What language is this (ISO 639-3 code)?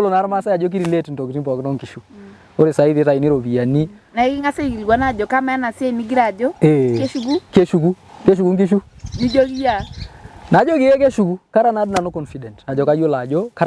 mas